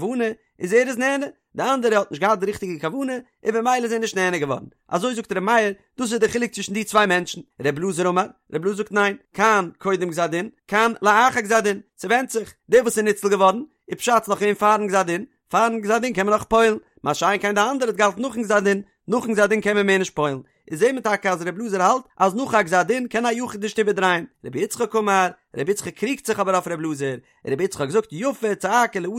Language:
Yiddish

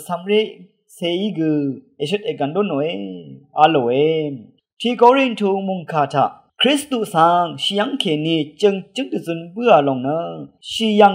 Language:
Rawang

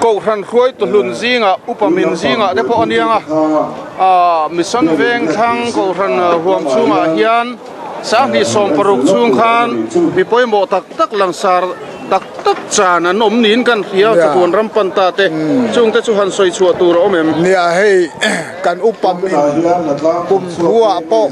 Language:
Mizo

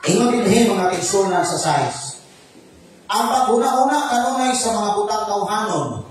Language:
Cebuano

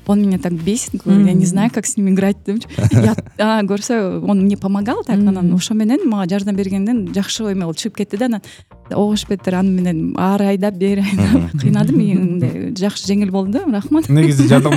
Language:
Kyrgyz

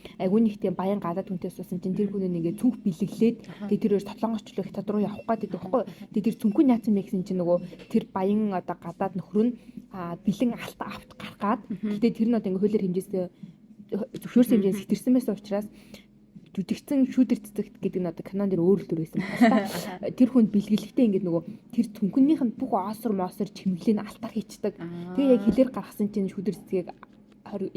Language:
Mongolian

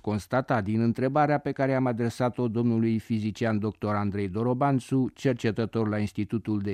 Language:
Romanian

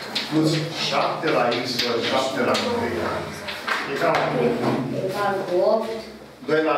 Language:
Romanian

